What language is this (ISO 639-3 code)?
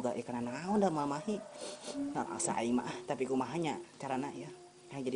sun